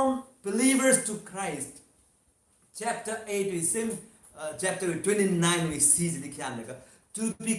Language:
Tangkhul Naga (India)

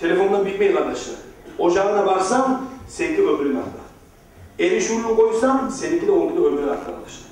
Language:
Kumyk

